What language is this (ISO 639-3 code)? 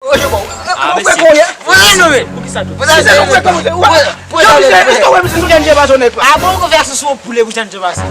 hat